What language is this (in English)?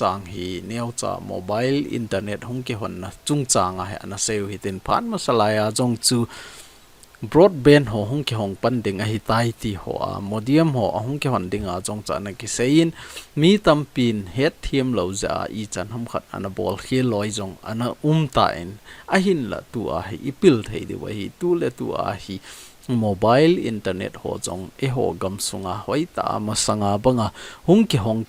Thado Chin